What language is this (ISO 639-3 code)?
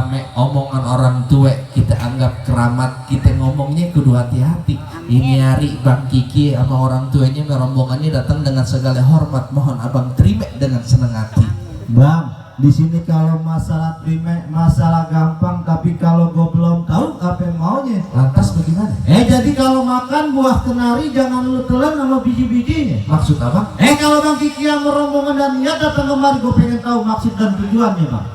bew